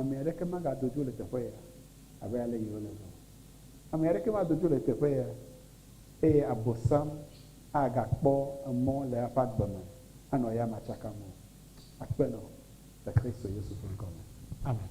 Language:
Ewe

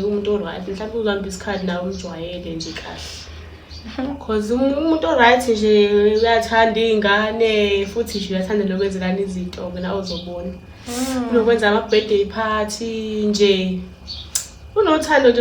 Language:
Zulu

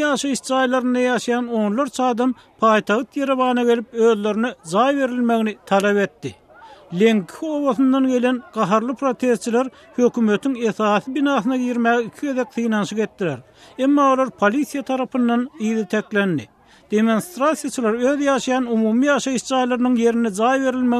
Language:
Turkmen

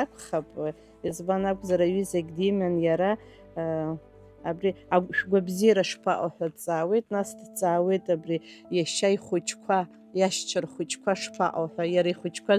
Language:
Abkhazian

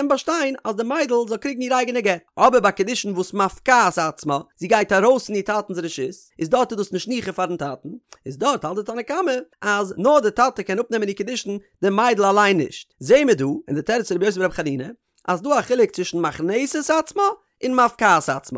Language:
Yiddish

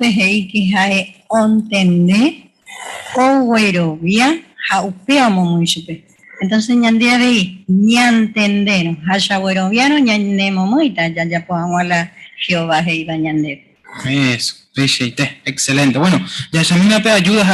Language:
Guarani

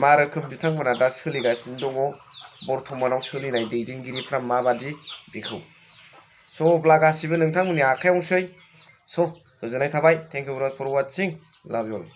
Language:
Bodo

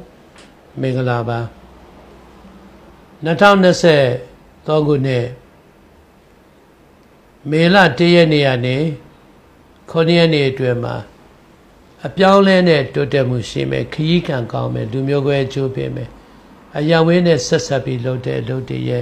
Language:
Burmese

